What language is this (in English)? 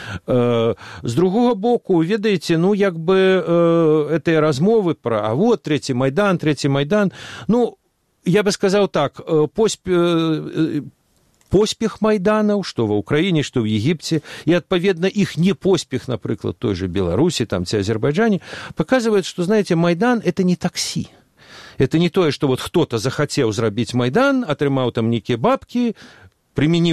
Belarusian